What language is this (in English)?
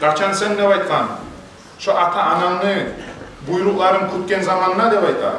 Kumyk